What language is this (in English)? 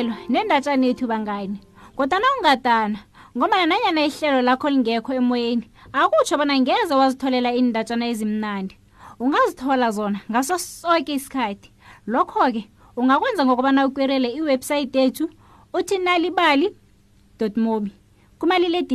South Ndebele